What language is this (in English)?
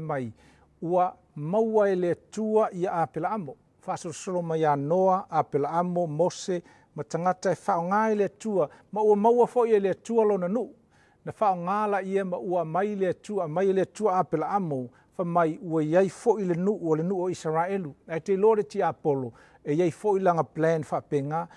Samoan